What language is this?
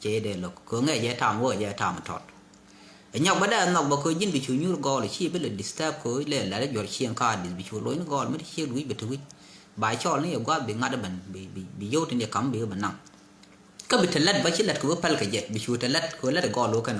Nuer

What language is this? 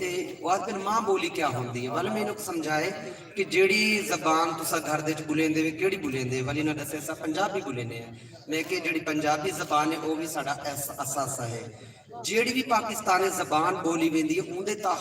Saraiki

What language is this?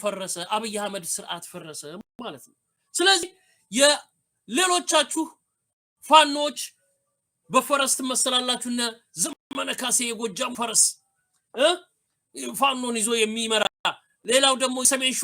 Amharic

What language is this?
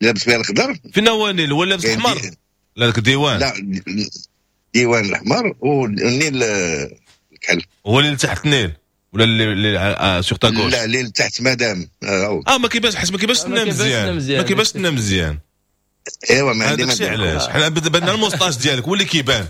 Moroccan Arabic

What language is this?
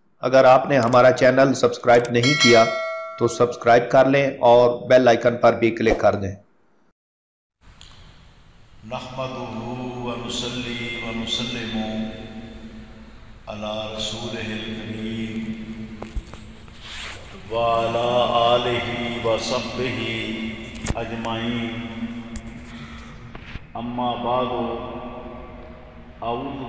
Urdu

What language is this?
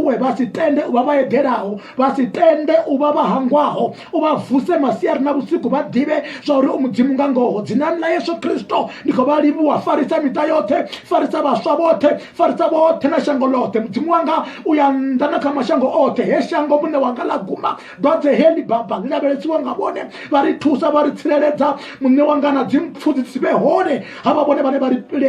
Venda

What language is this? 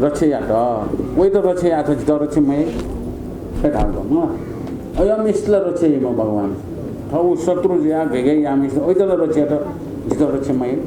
Newari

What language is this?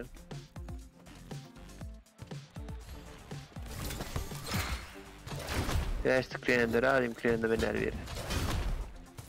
Serbian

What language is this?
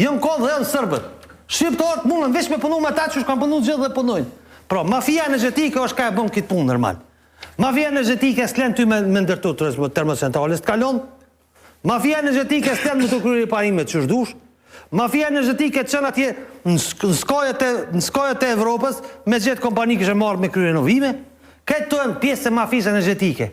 Albanian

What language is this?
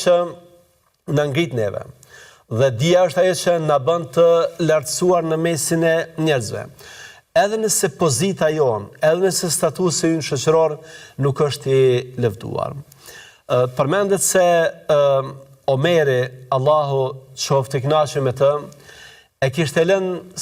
Albanian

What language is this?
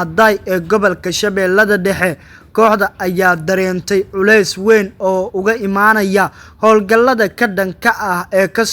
Somali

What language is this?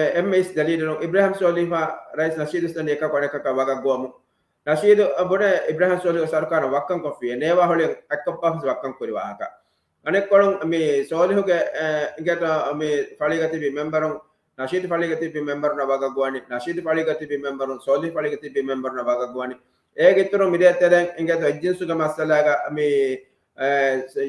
Divehi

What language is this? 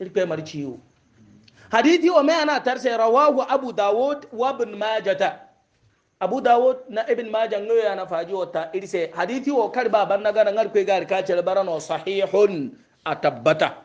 Hausa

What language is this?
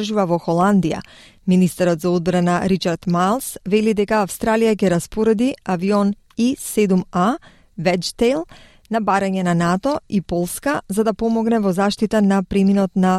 Macedonian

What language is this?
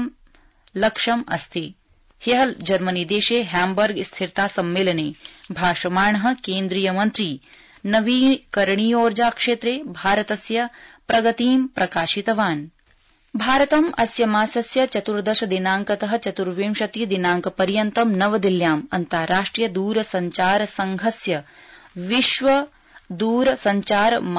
Sanskrit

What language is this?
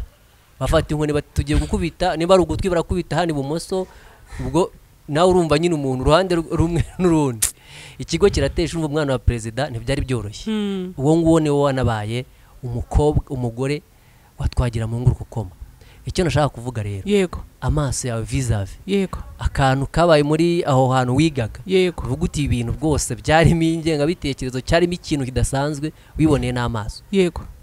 Kinyarwanda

